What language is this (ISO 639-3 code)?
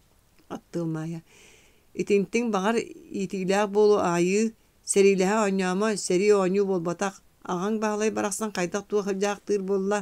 sah